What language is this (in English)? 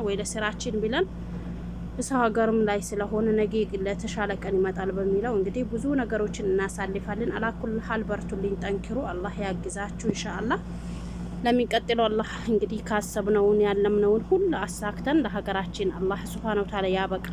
Amharic